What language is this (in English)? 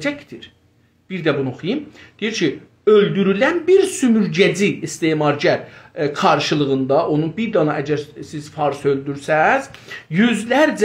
South Azerbaijani